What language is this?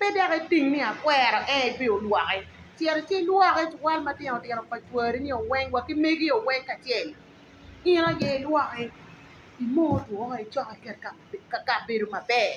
Acoli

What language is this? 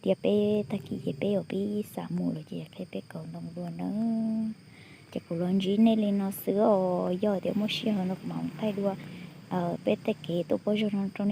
Hmong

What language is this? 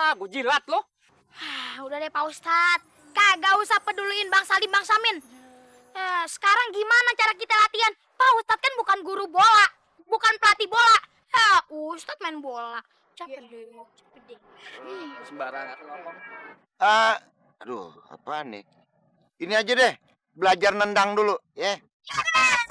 Betawi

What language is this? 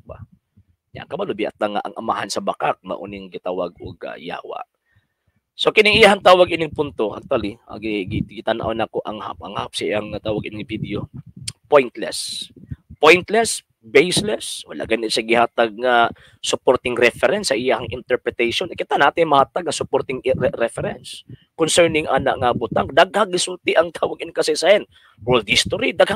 Cebuano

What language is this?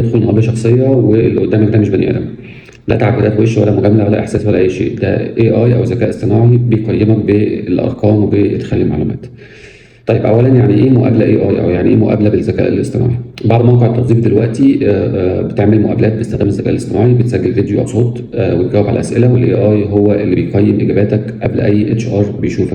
Egyptian Arabic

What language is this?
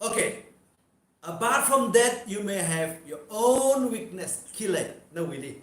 Tangkhul Naga (India)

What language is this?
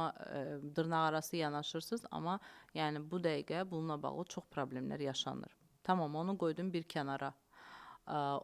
Azerbaijani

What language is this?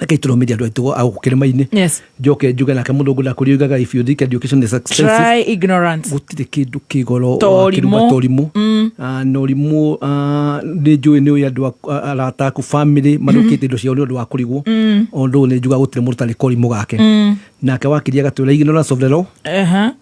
Kikuyu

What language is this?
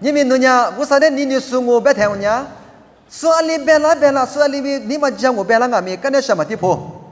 Lisu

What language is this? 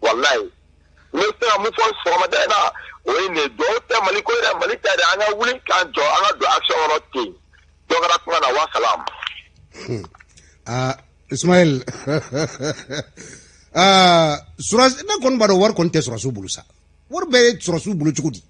Bambara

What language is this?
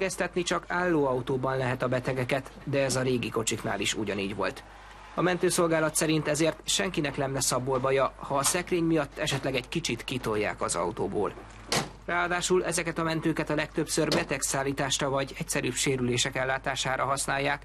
Hungarian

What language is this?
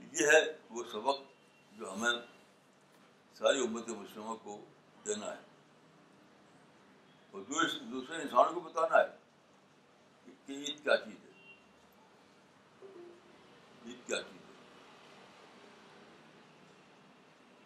Urdu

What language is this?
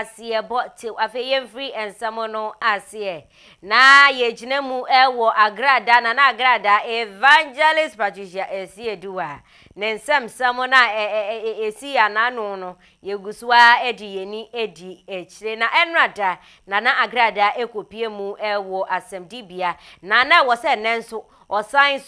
Akan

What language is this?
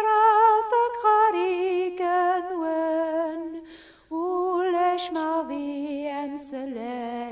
Kabyle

